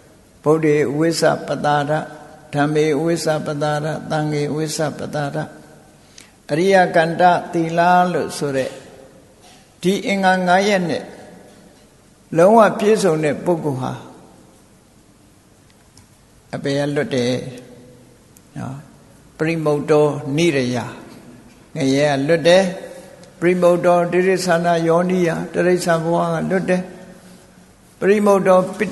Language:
Burmese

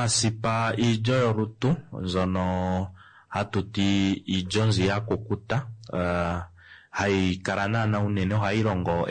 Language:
Kuanyama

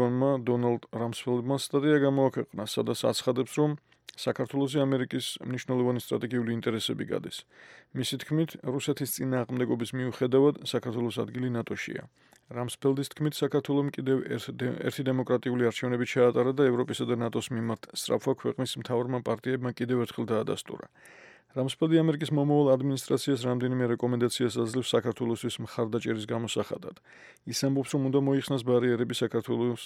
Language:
Georgian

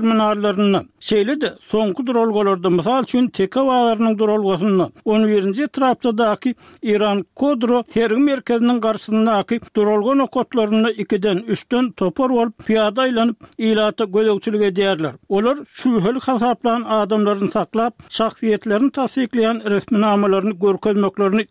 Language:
Turkmen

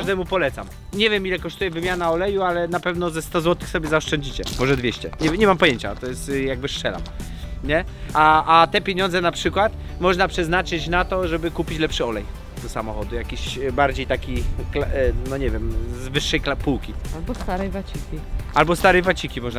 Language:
Polish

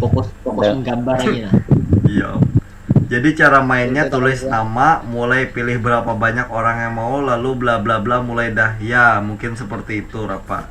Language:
Banjar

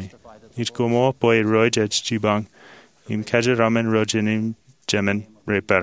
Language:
Marshallese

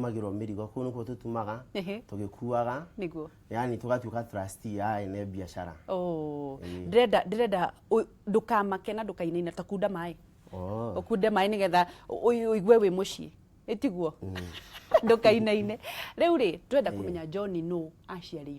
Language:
Kikuyu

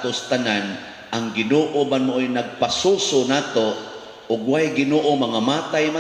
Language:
Cebuano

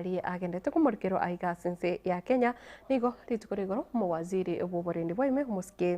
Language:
Gusii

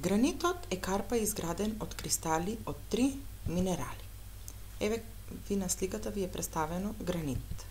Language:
Macedonian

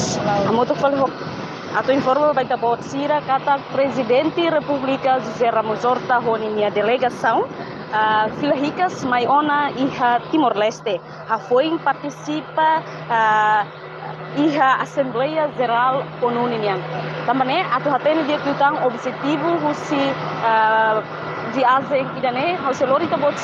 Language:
Tetum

